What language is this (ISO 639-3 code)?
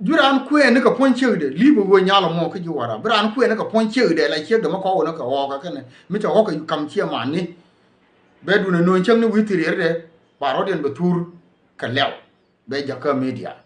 nus